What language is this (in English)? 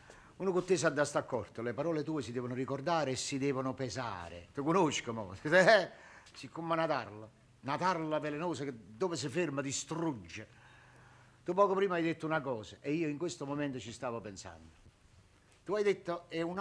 Neapolitan